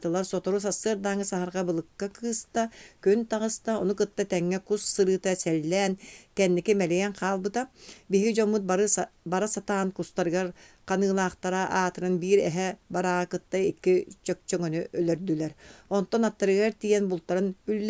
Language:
Yakut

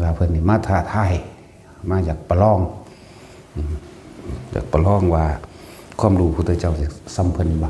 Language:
Northeastern Thai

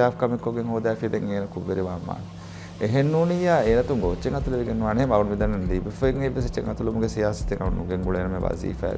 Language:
Divehi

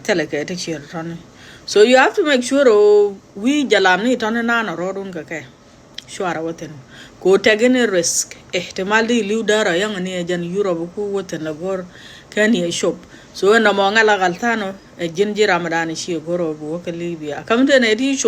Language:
Nuer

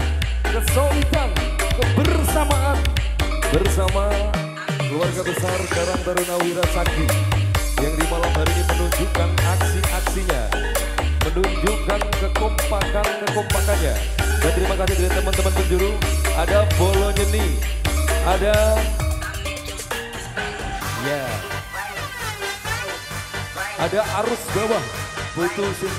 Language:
Indonesian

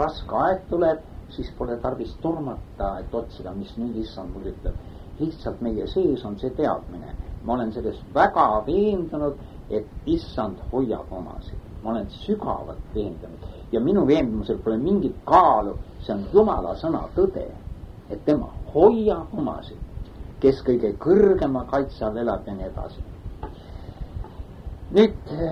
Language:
Estonian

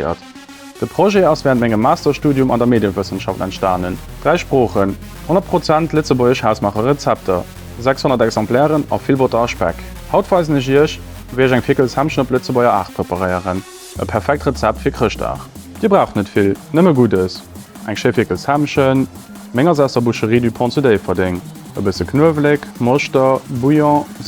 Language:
Luxembourgish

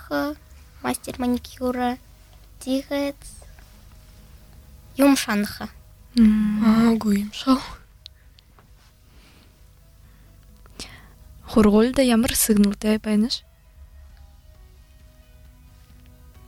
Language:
Buriat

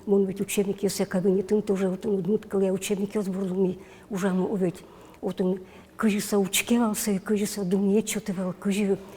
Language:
Udmurt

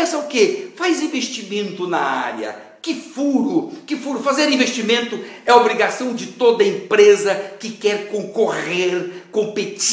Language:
Portuguese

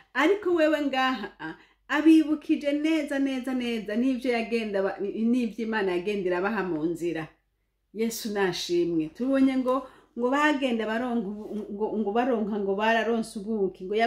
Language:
Rundi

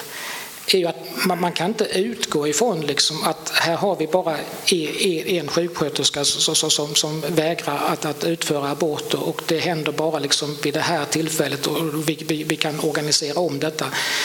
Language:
Swedish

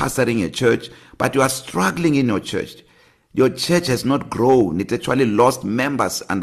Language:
English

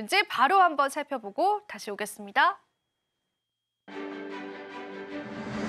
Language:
Korean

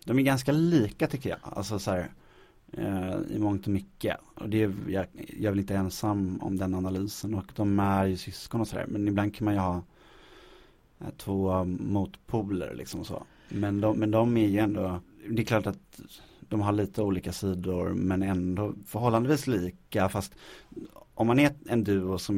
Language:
Swedish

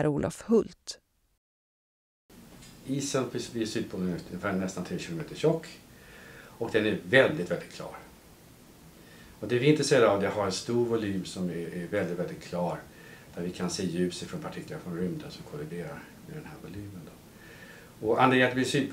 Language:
Swedish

